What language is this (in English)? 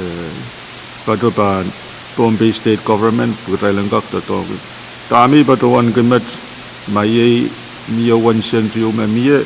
Pohnpeian